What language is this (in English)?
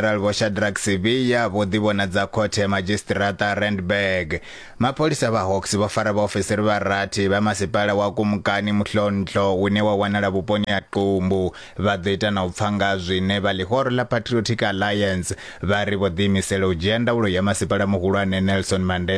Venda